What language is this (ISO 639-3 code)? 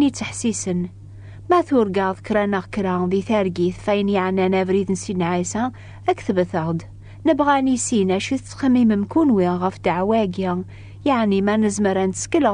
kab